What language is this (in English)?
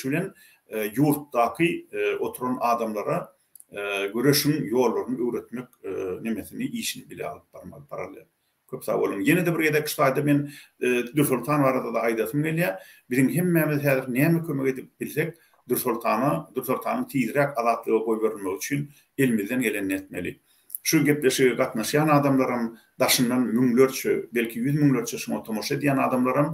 Turkmen